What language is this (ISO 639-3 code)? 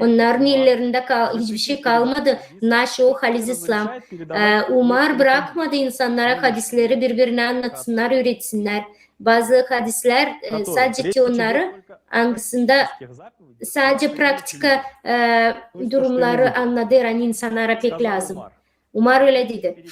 gag